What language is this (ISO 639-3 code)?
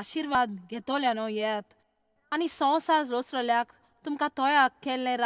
kok